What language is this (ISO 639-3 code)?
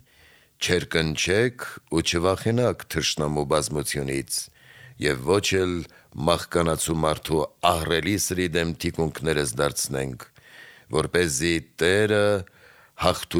hye